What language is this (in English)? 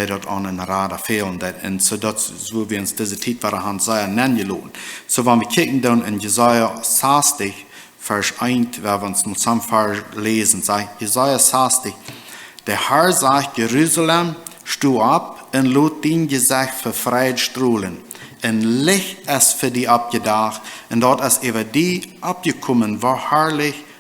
Plautdietsch